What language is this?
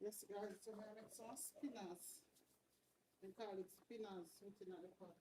Jamaican Creole English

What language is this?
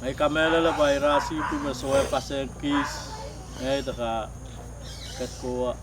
Pohnpeian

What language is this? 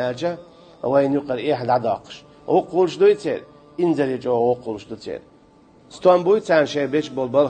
Chechen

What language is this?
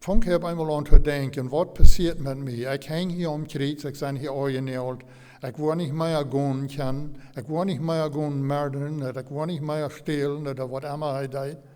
Plautdietsch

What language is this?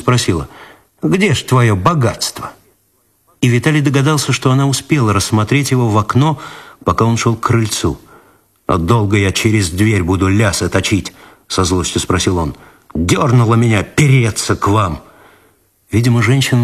Russian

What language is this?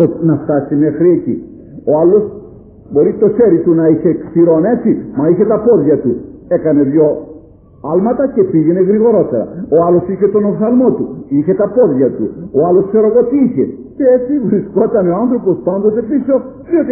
Greek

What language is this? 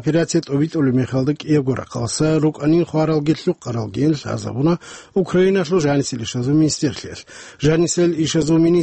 Avaric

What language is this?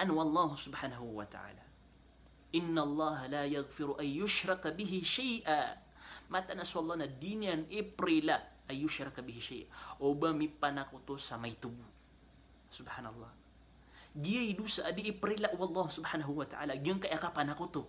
Maranao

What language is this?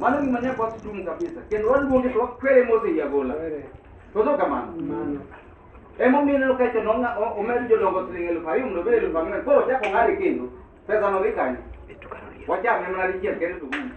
Luo (Kenya and Tanzania)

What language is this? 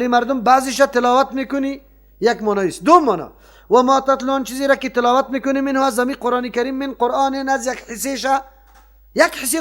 Persian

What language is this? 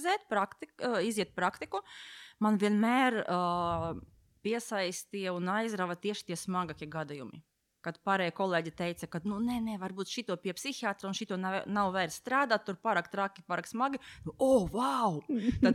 Latvian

